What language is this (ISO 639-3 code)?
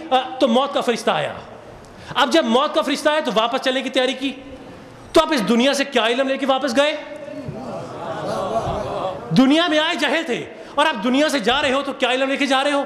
urd